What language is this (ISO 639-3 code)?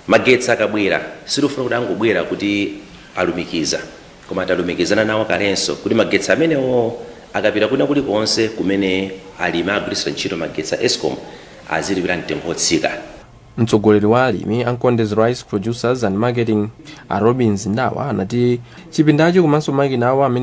nya